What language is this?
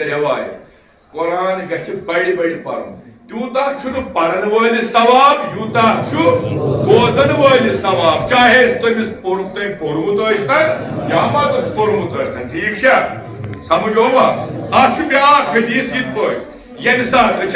Kashmiri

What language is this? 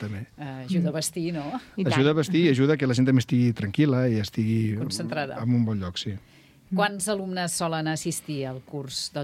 Catalan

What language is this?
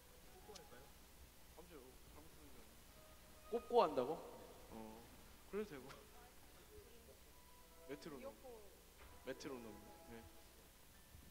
Korean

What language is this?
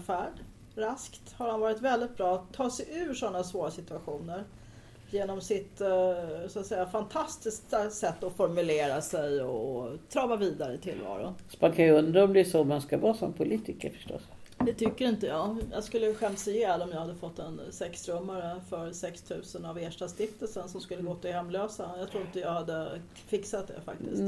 Swedish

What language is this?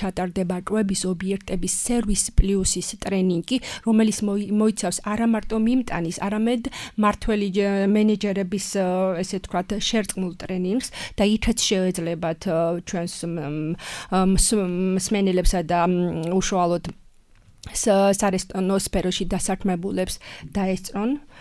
Georgian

